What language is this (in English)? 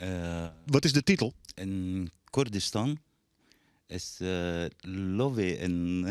Western Frisian